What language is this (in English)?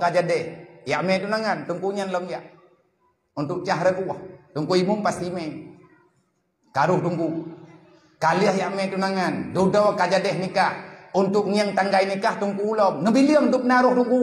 Achinese